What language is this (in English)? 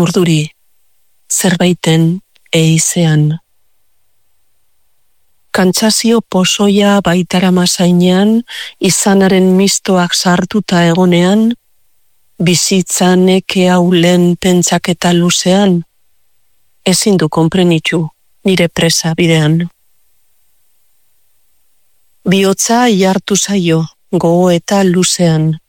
Basque